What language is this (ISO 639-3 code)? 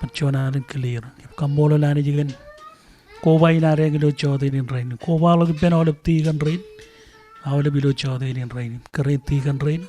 mah